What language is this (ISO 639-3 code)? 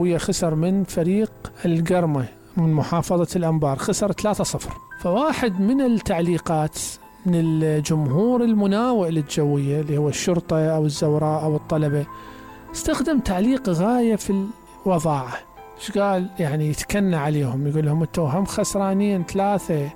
acm